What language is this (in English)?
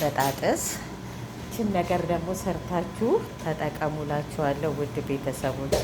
Amharic